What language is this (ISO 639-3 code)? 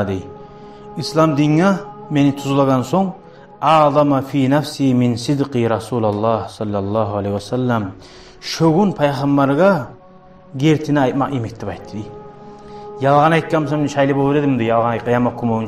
kum